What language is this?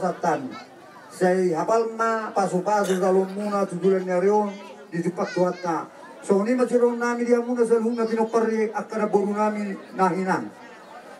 Batak Toba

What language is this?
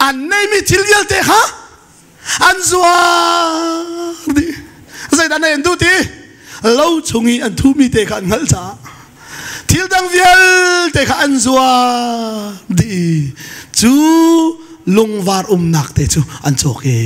Hakha Chin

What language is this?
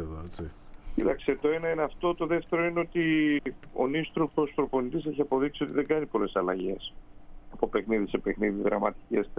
Greek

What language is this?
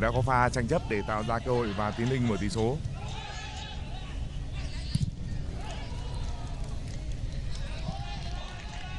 Vietnamese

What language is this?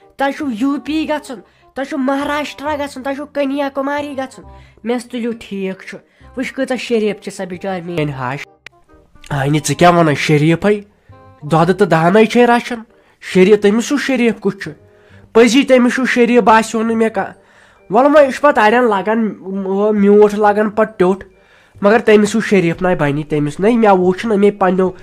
Kashmiri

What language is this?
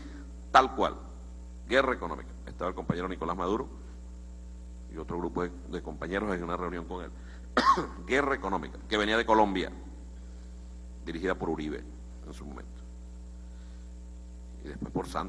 Spanish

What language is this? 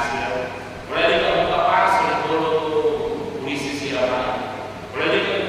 Tetum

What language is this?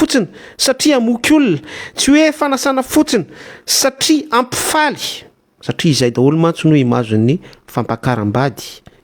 Malagasy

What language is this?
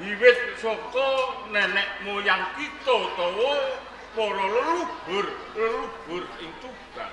Javanese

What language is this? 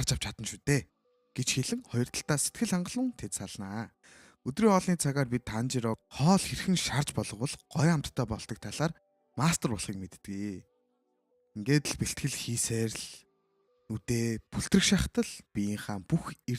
Mongolian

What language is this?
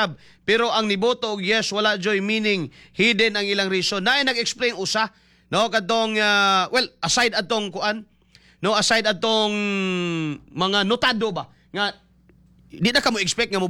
Cebuano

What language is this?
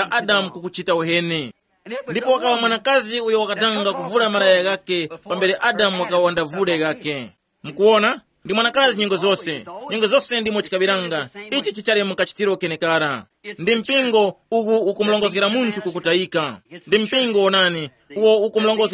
Tumbuka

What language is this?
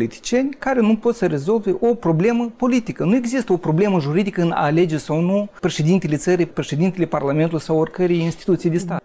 Romanian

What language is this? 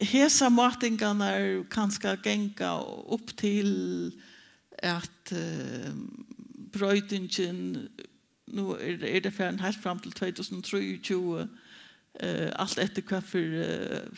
Faroese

